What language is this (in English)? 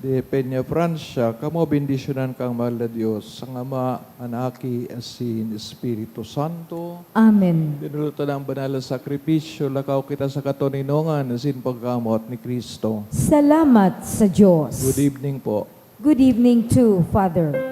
Bikol